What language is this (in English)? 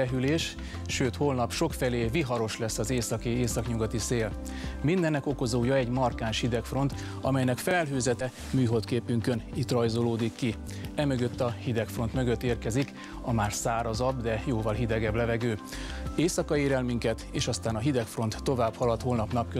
Hungarian